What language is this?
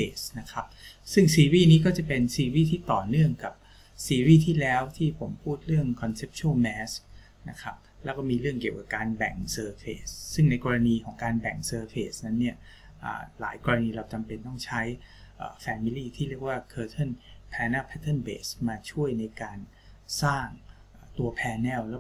Thai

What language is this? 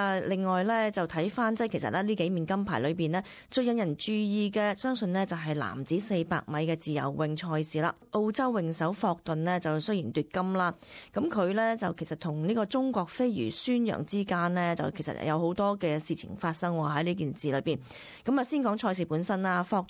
Cantonese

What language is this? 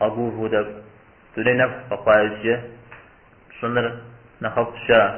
Kabardian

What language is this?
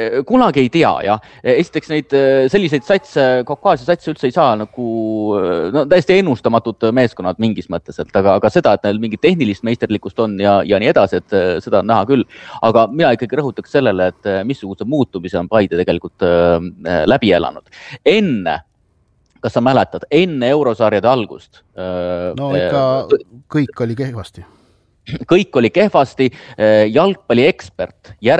Estonian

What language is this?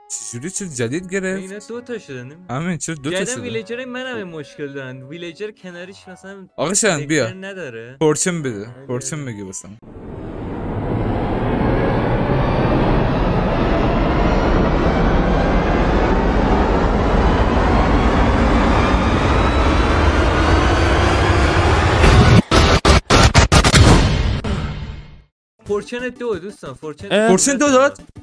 Persian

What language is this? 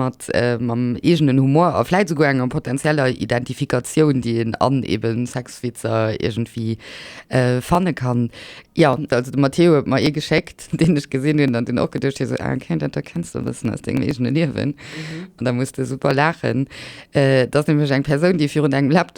Luxembourgish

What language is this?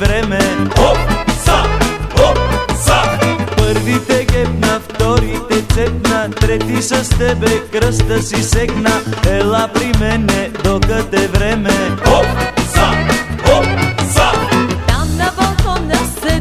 Bulgarian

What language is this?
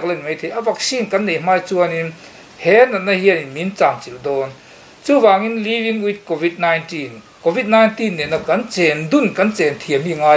Mizo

